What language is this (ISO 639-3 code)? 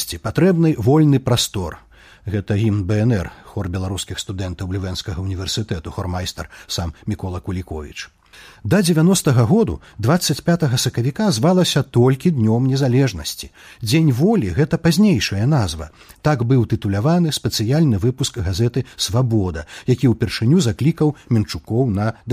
bel